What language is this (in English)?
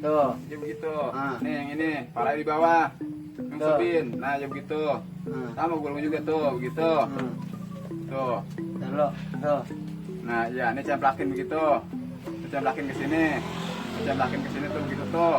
Betawi